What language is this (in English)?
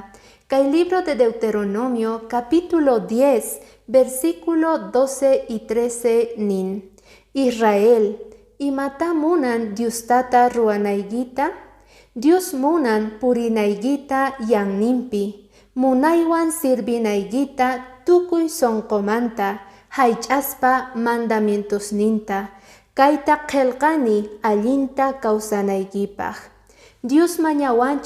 Quechua